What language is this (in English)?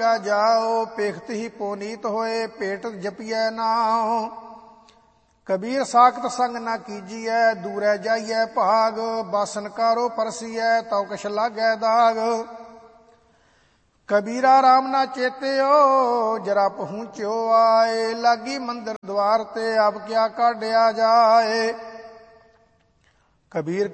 Punjabi